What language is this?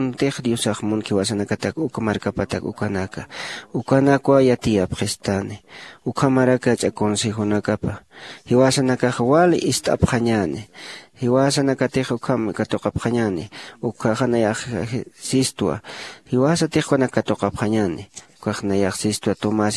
Aymara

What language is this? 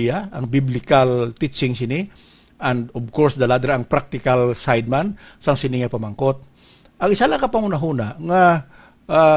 Hiligaynon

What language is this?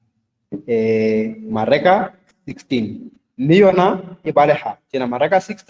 Southern Sotho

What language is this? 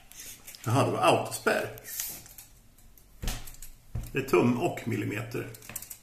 Swedish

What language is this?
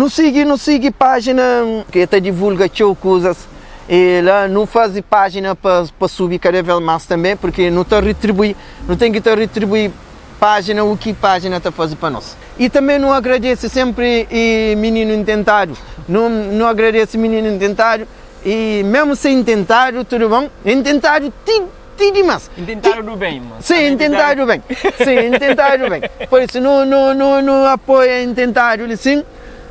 Kabuverdianu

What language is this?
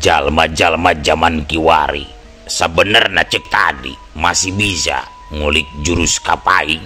Sundanese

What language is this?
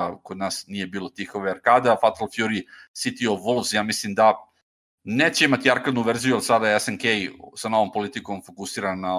Serbian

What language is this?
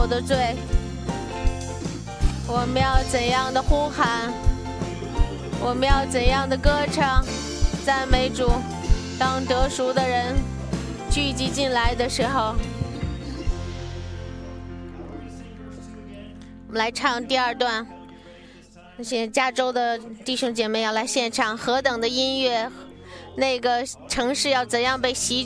Chinese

